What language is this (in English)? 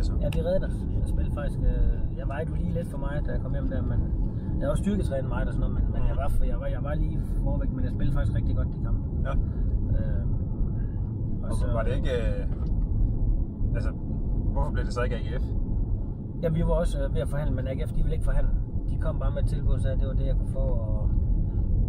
Danish